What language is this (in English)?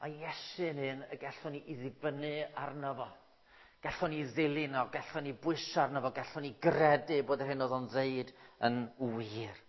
Welsh